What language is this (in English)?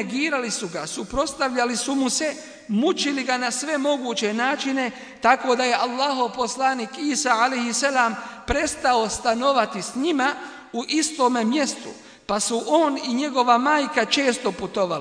Bosnian